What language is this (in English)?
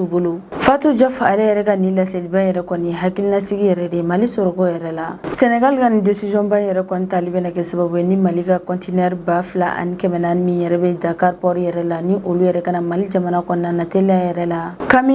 Bambara